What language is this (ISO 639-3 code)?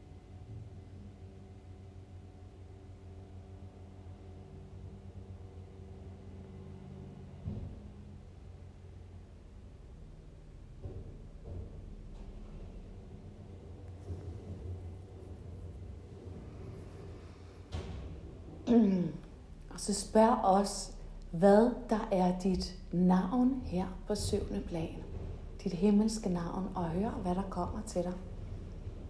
dan